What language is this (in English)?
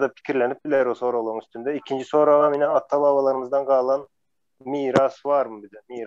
Turkmen